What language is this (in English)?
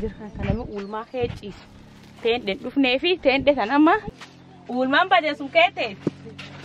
Oromo